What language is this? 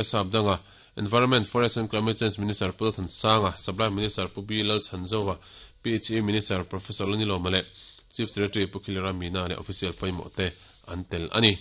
Mizo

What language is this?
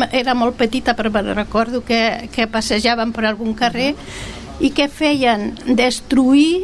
Catalan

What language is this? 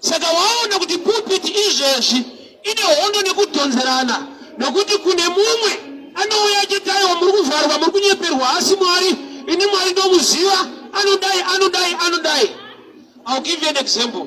Shona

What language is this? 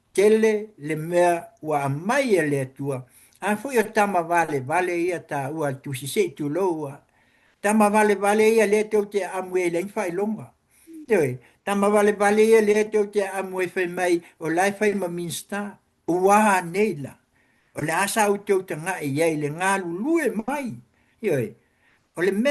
Samoan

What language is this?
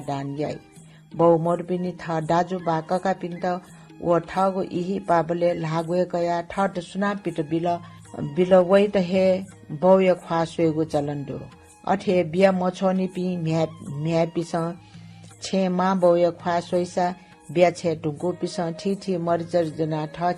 Newari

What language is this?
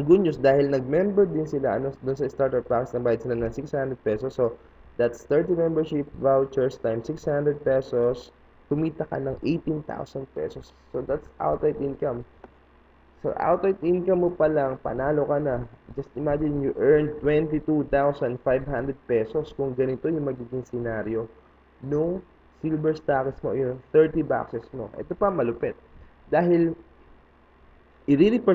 Filipino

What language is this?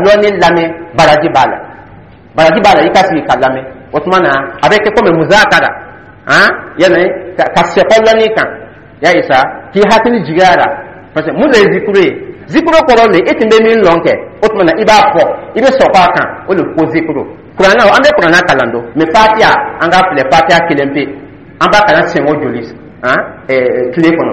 Dyula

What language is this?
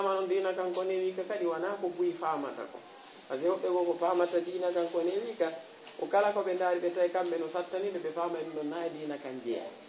Fula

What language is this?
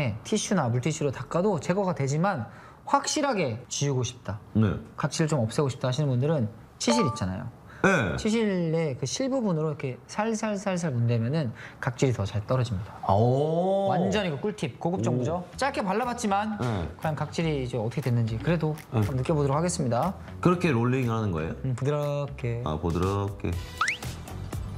Korean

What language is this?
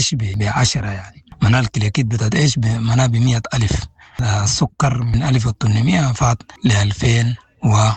Sudanese Arabic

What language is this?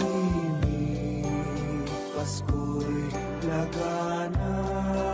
Bikol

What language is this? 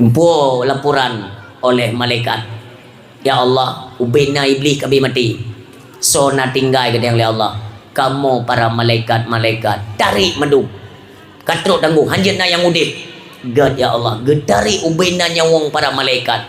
Achinese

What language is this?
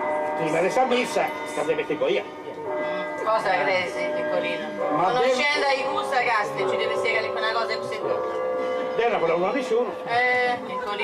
Sardinian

